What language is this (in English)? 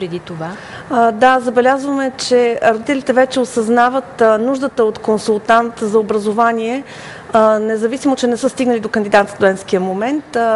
Bulgarian